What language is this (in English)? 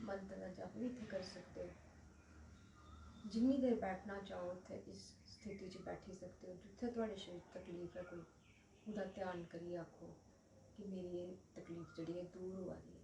Dogri